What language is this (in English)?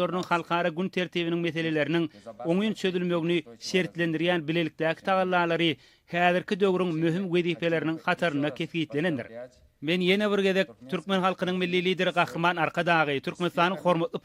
Turkmen